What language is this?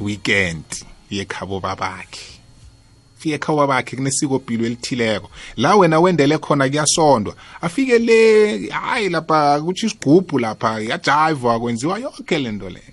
South Ndebele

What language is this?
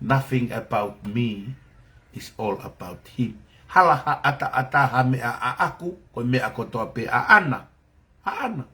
Tongan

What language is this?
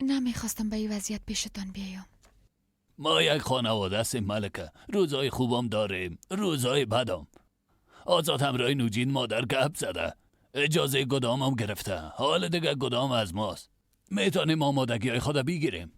Persian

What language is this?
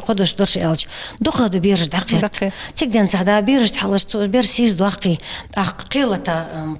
Ingush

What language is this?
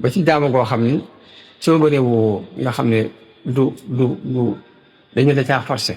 Wolof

